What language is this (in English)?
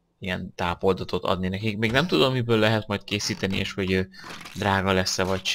Hungarian